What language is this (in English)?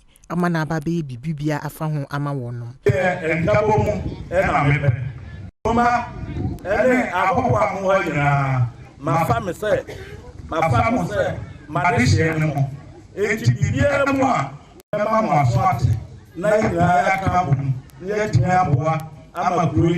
Akan